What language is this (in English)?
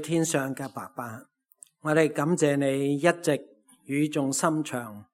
Cantonese